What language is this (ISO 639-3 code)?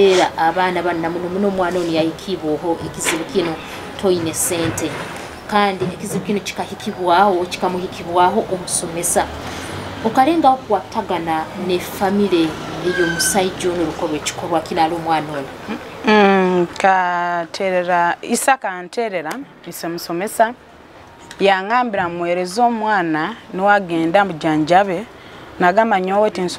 nyo